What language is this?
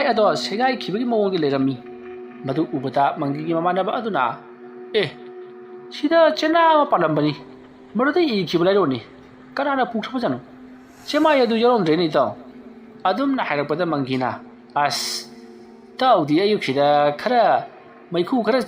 Manipuri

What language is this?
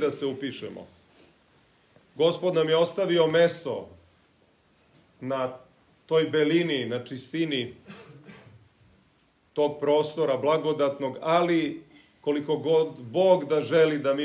Serbian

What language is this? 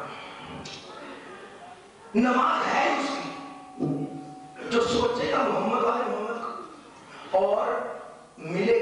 Urdu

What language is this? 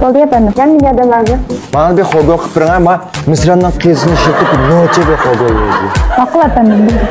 Uyghur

